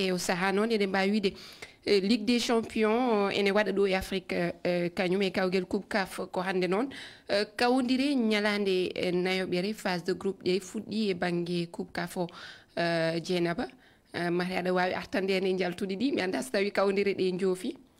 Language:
Fula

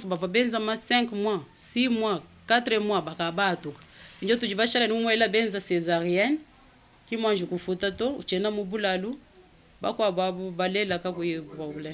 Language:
Luba-Lulua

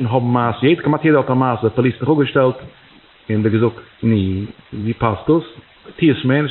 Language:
Yiddish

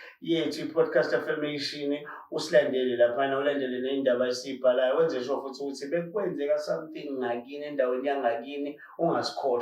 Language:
Zulu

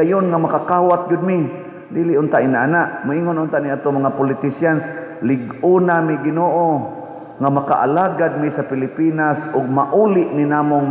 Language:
Cebuano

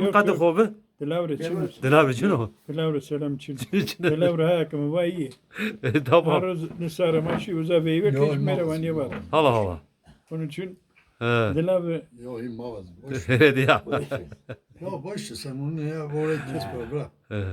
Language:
Zaza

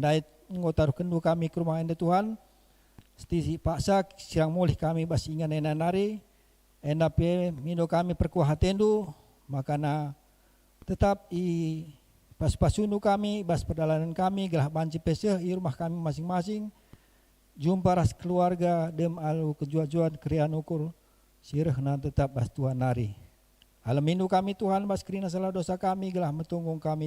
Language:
Batak Karo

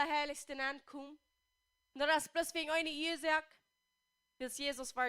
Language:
Plautdietsch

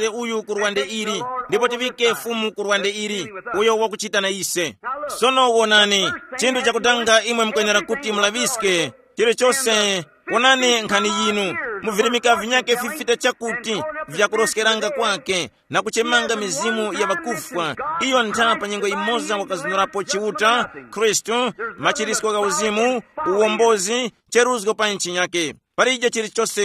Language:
Tumbuka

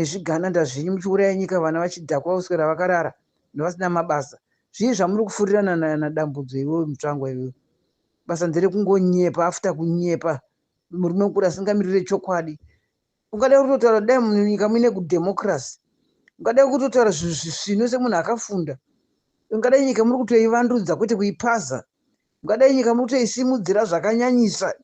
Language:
Shona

